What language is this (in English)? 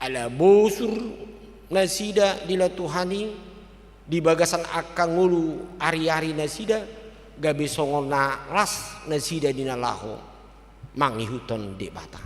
Batak Toba